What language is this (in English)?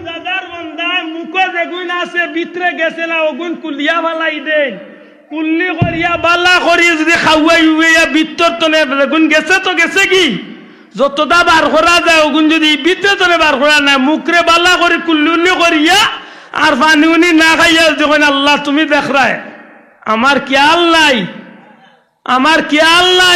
Sylheti